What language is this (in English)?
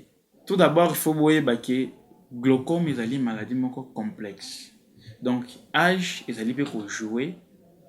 Lingala